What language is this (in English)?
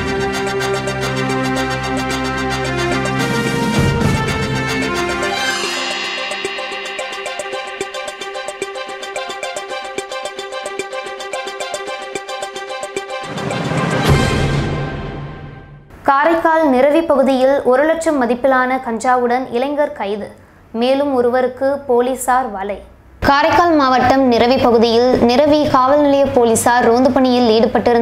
Tamil